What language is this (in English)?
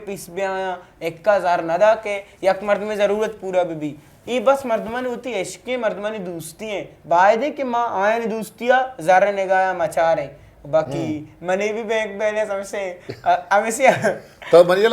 Eastern Balochi